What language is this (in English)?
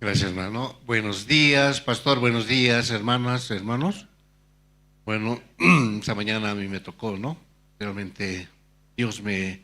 Aymara